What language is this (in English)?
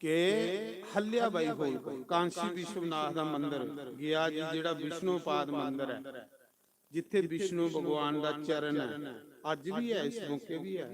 Dogri